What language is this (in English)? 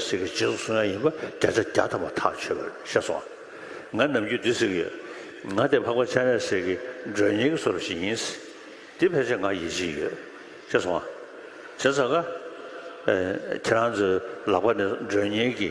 Tibetan